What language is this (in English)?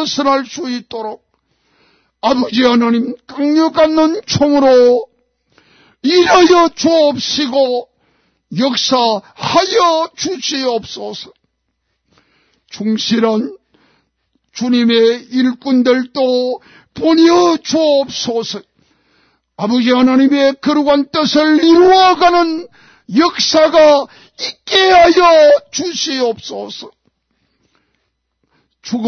Korean